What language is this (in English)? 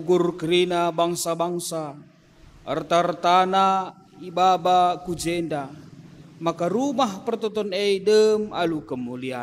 Batak Karo